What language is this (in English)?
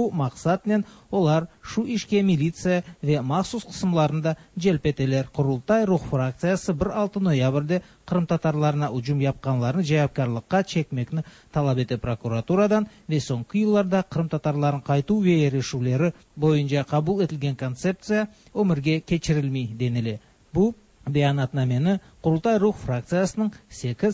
Tatar